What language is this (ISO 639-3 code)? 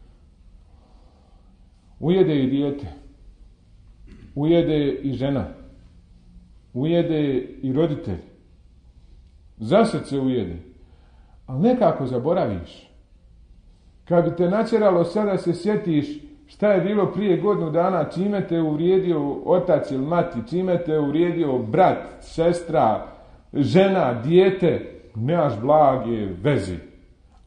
bos